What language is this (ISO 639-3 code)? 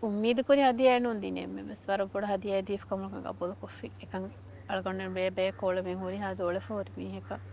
div